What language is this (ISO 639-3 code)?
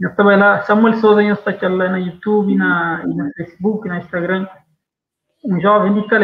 kea